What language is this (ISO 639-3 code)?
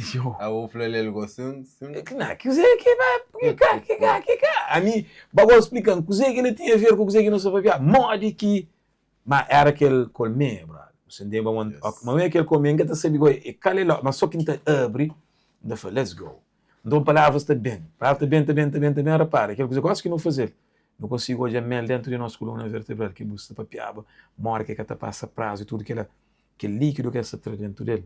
kea